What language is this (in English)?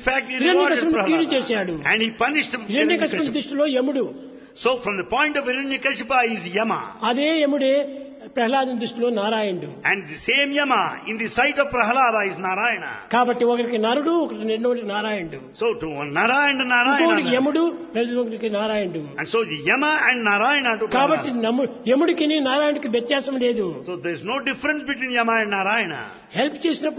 Telugu